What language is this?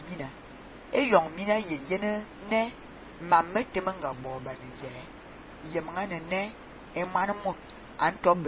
Fang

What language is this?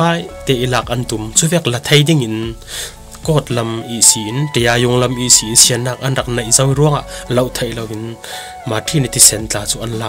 Falam Chin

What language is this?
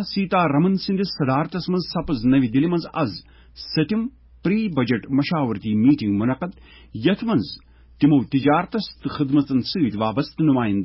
Kashmiri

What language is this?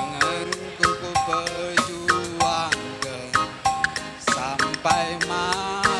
Batak Karo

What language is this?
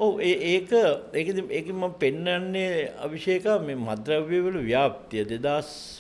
Sinhala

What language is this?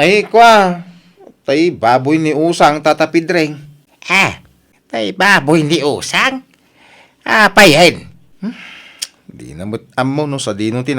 Iloko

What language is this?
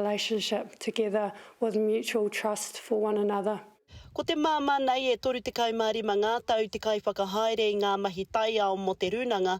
Māori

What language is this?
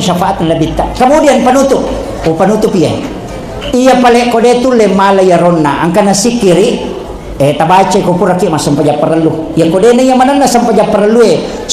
Buginese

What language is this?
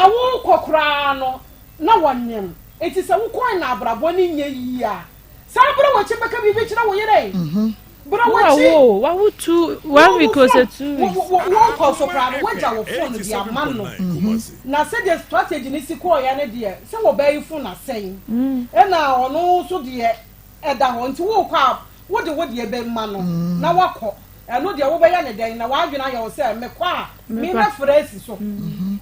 Akan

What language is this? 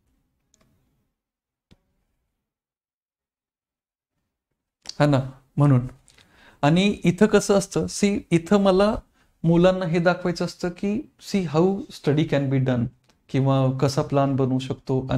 Marathi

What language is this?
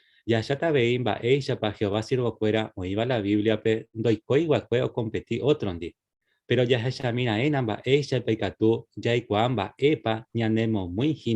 Guarani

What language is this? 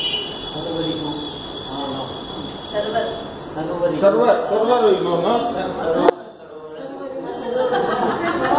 Kannada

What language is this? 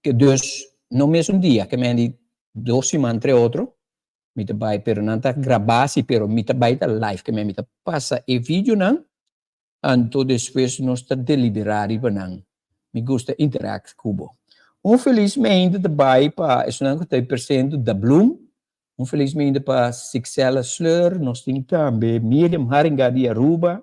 Papiamento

